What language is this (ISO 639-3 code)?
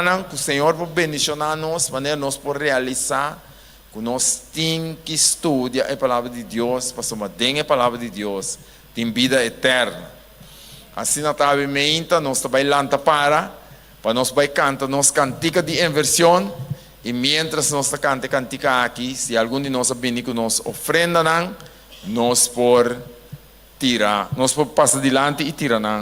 pap